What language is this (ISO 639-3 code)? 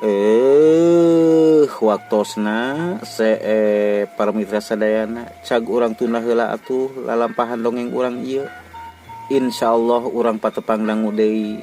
sun